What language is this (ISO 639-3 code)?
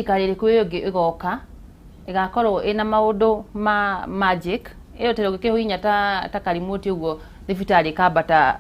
kik